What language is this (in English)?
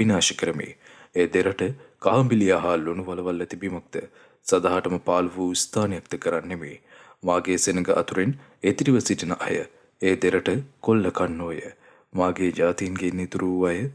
Sinhala